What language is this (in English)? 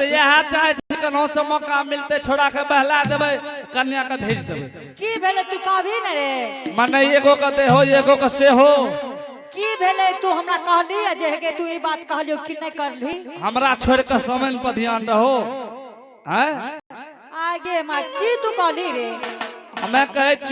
Angika